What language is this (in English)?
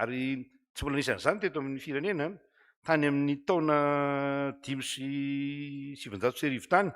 Malagasy